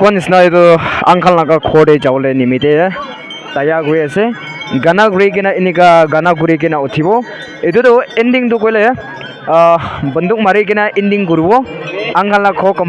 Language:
Naga Pidgin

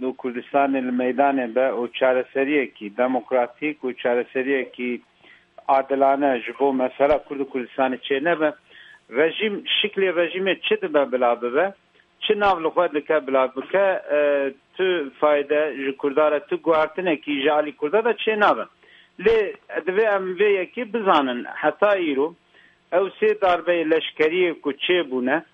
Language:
Kurdish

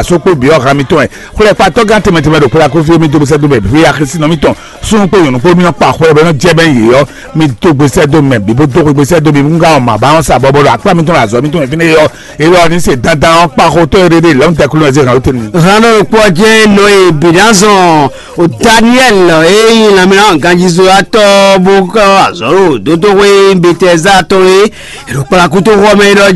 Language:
Fon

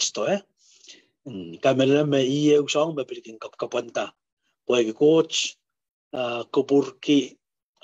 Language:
Pohnpeian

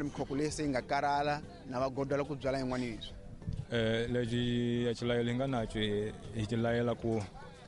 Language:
Tsonga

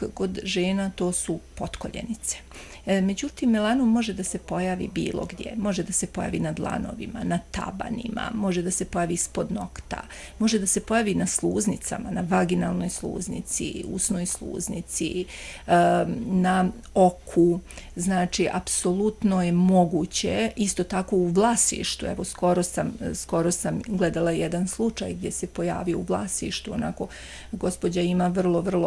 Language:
Bosnian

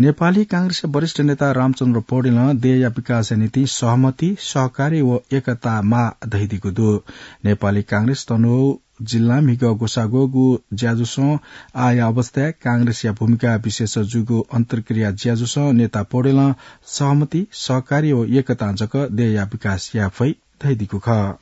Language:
Newari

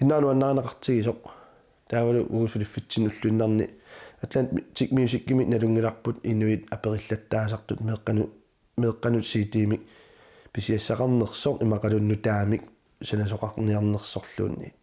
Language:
Kalaallisut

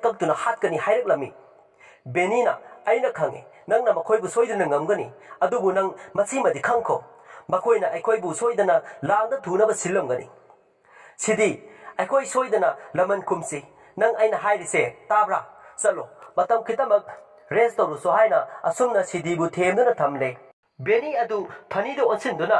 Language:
Manipuri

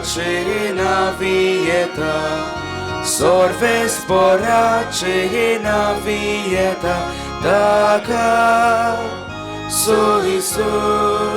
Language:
Konkani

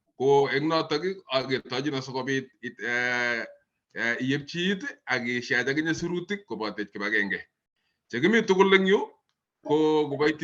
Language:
Kalenjin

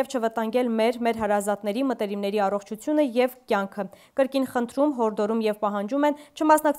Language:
Armenian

